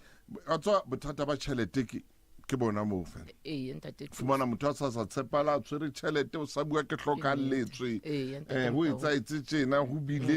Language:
Southern Sotho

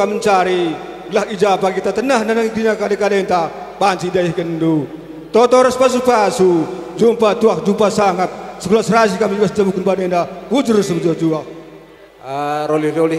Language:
Batak Karo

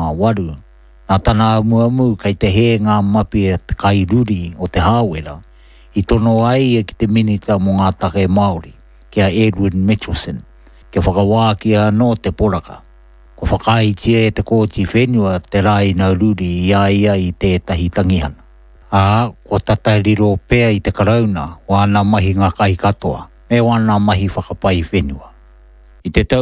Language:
Māori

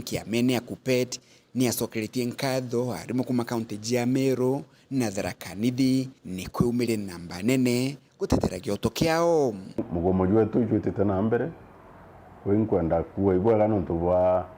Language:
Meru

